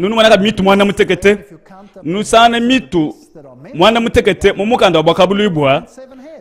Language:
Luba-Lulua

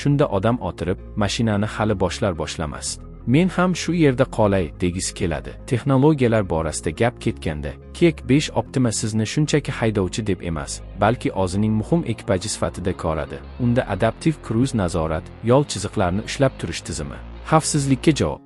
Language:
Uzbek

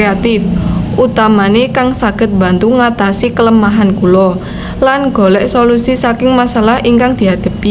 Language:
Javanese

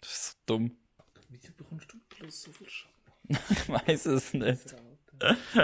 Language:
Swiss German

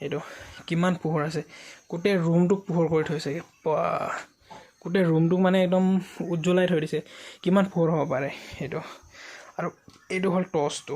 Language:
Assamese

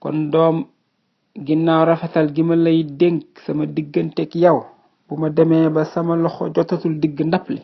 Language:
Wolof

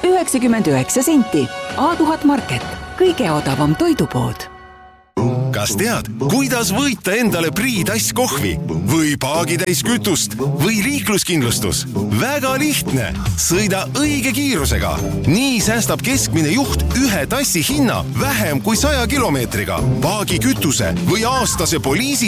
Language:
Estonian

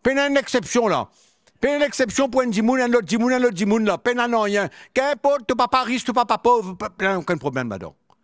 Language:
Morisyen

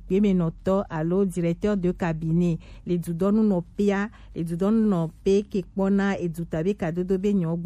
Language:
Gen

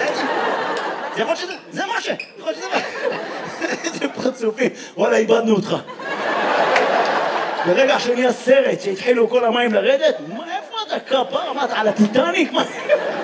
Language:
Hebrew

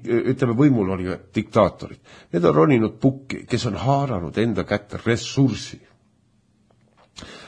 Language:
Estonian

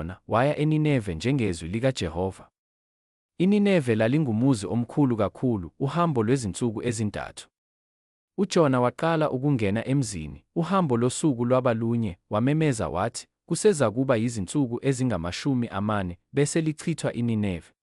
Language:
Zulu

